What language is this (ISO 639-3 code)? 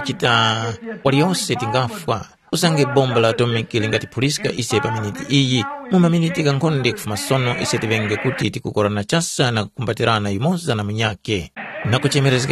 tum